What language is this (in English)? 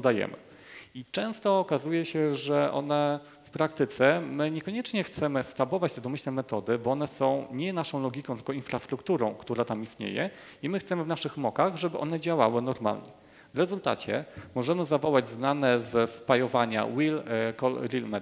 Polish